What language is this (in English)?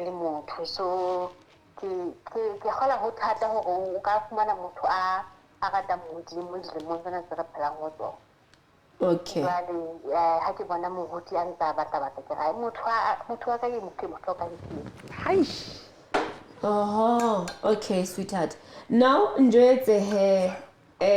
Southern Sotho